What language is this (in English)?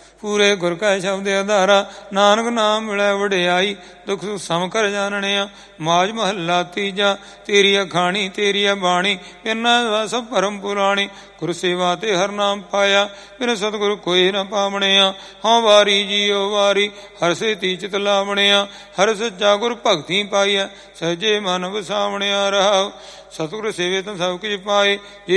Punjabi